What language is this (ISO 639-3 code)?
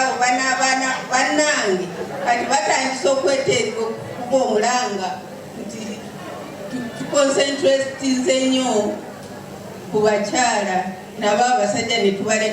lug